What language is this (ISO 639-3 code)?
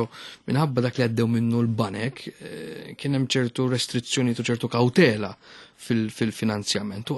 mlt